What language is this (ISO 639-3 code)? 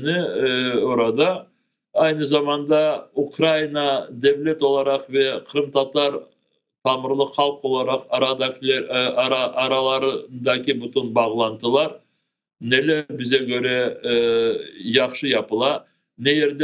crh